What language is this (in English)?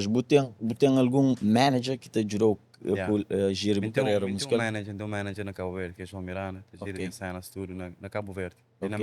Kabuverdianu